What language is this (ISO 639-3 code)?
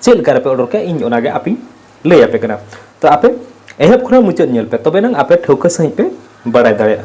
sat